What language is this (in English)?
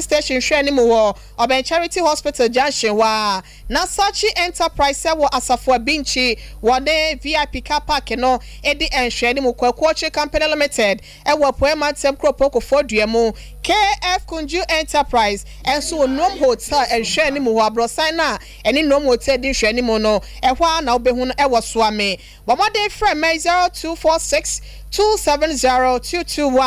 Akan